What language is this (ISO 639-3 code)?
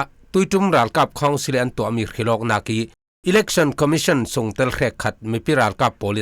cfm